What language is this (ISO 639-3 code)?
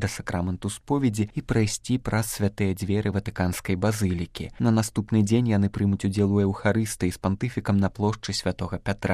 bel